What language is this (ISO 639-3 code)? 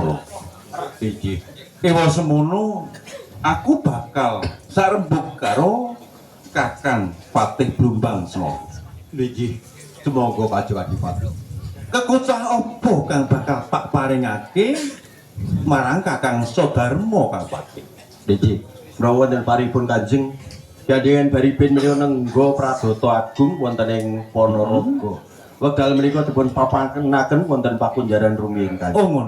jav